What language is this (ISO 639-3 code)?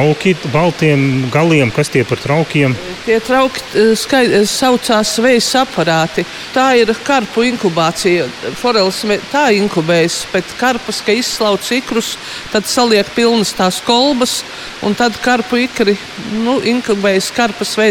lav